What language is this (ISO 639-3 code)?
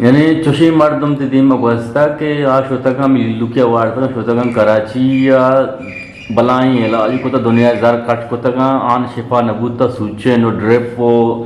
bgp